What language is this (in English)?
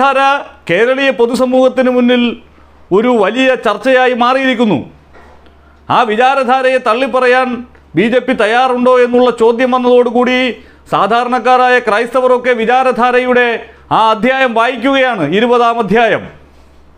Malayalam